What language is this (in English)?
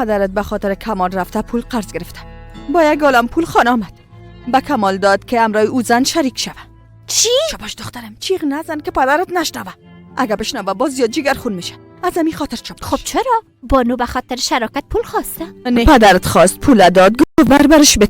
Persian